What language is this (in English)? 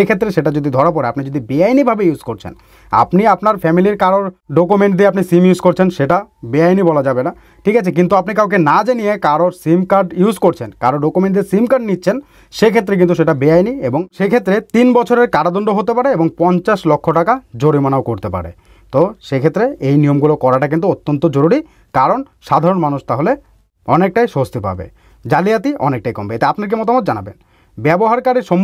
Bangla